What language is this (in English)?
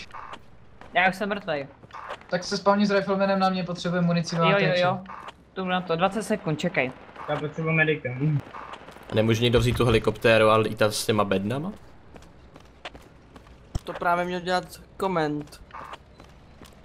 Czech